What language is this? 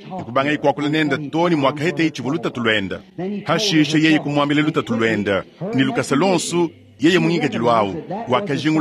Luba-Lulua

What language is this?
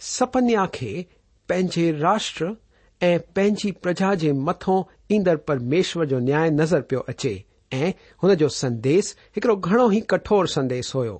Sindhi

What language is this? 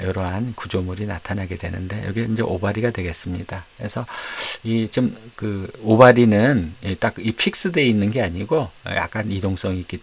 Korean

